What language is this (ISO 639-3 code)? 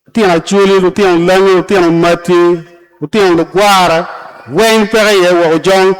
ach